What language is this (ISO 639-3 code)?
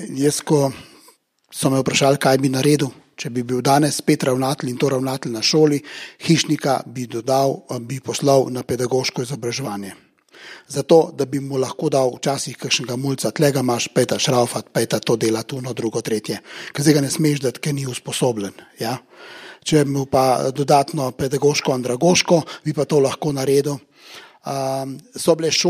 slv